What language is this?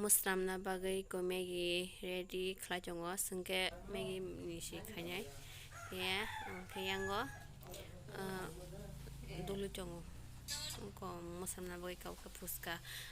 Kok Borok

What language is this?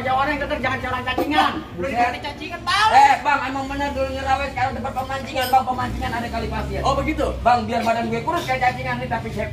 Betawi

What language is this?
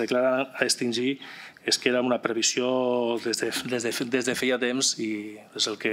Catalan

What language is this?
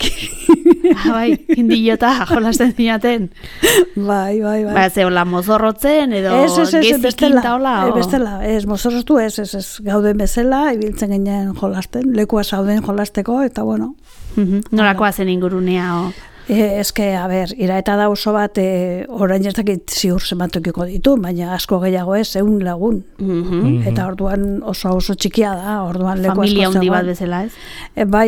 Basque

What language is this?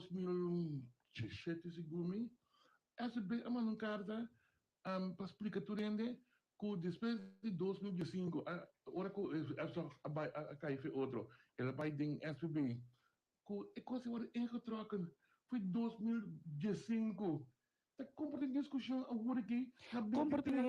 Papiamento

